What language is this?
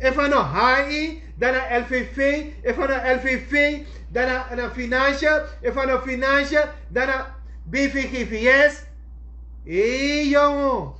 Sranan Tongo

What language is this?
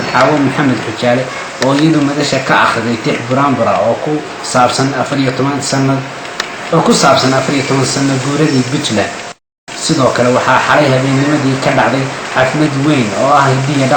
Somali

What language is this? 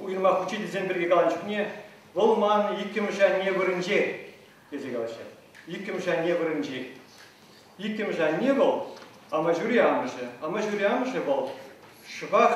Chuvash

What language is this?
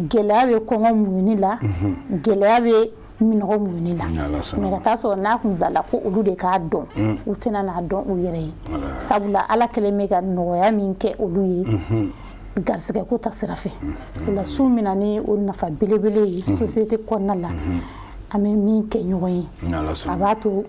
Bambara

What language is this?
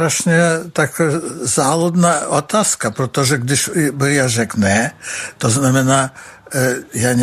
Czech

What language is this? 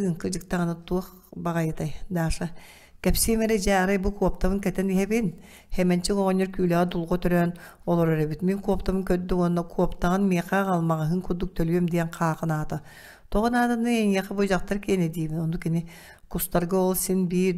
Yakut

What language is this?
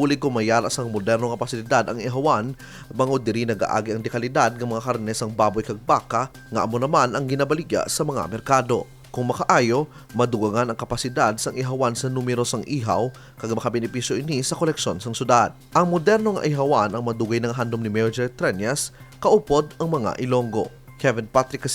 Hiligaynon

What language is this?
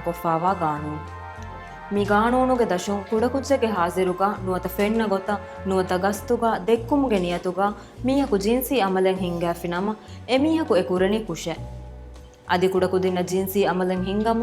Divehi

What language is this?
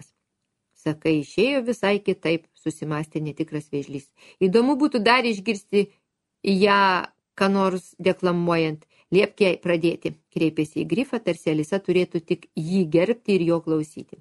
Lithuanian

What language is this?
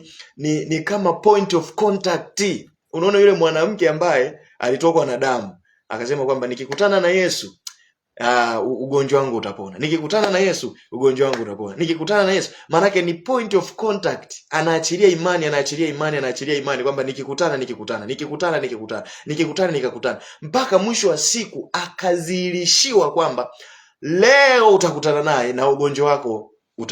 Swahili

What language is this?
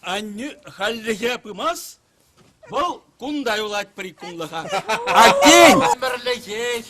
Chuvash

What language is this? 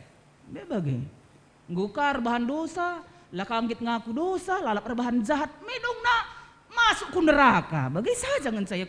Batak Karo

